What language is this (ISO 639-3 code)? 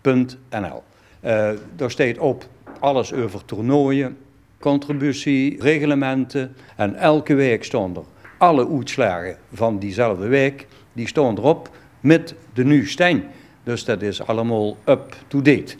lim